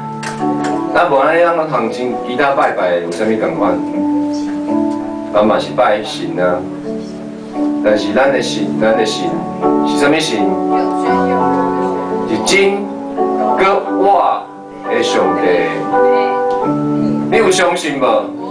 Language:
Min Nan Chinese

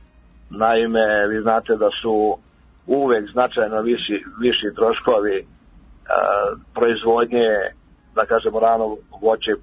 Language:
Serbian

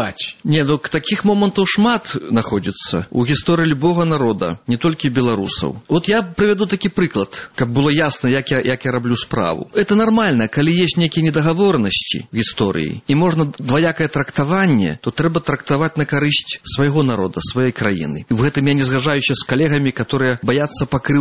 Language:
Belarusian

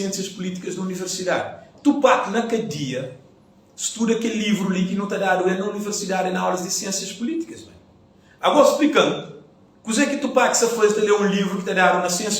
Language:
Kabuverdianu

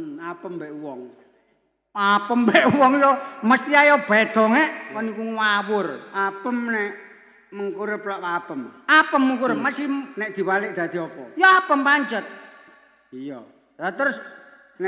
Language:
Javanese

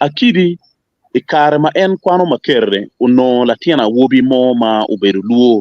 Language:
Acoli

